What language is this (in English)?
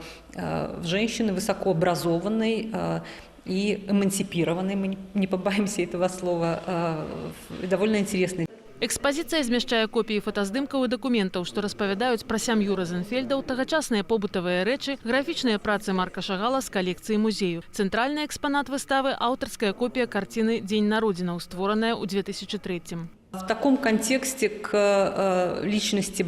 Belarusian